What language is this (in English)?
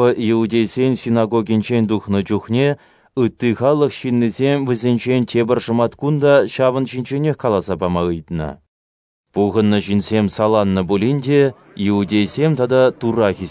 Chuvash